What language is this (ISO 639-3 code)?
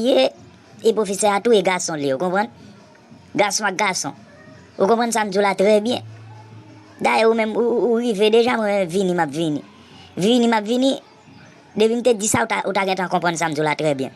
hat